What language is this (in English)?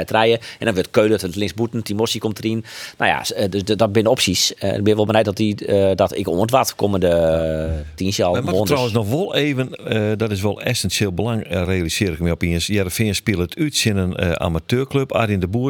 Western Frisian